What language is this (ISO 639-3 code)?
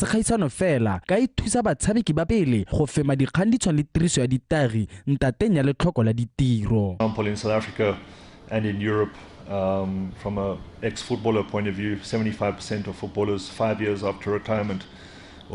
tsn